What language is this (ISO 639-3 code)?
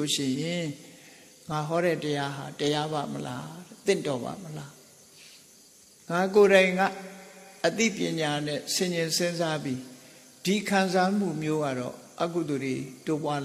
mya